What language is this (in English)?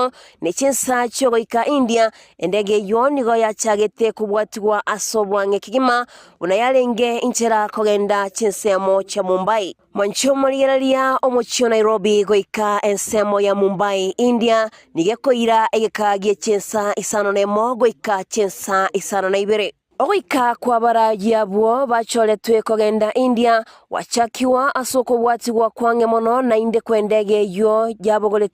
Gusii